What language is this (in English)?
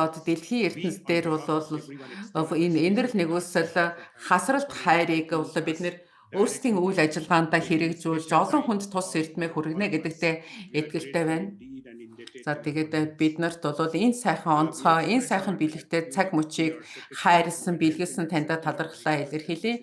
Mongolian